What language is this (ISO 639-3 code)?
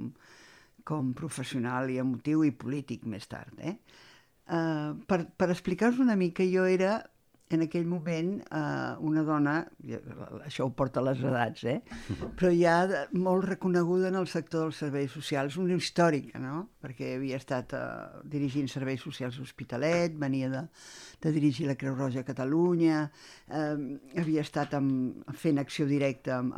cat